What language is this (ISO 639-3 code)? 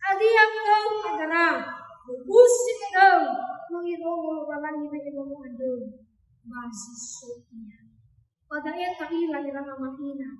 nia